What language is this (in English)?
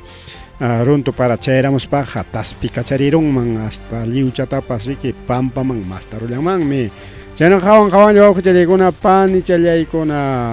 Ayacucho Quechua